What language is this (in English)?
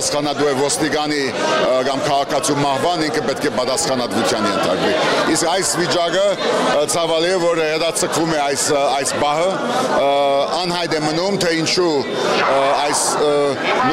Armenian